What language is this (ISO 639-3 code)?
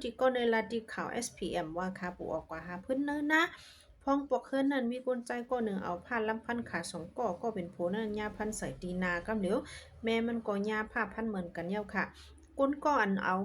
shn